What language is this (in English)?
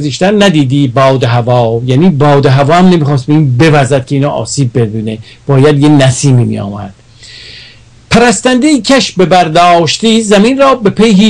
Persian